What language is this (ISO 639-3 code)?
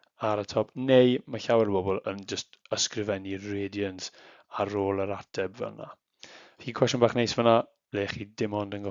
cym